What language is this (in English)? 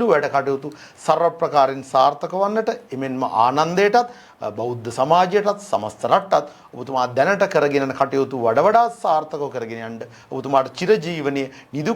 Sinhala